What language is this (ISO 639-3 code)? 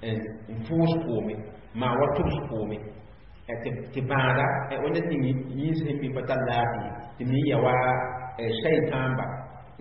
mos